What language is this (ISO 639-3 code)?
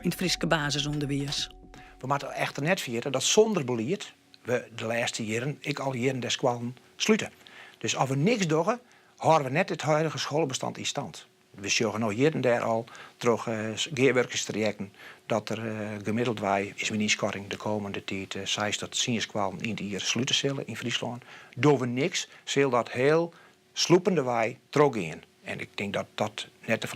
fry